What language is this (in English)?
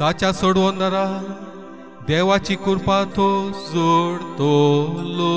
Konkani